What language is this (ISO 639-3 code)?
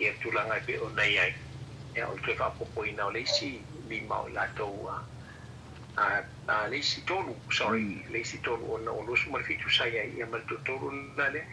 smo